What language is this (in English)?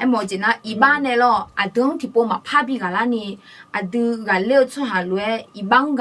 Akha